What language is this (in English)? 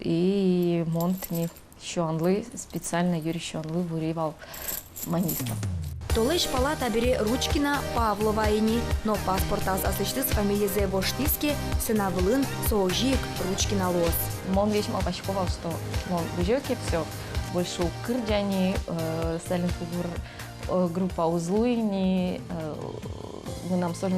Udmurt